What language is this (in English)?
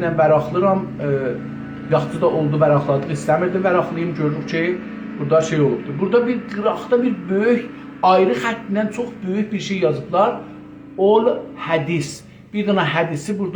South Azerbaijani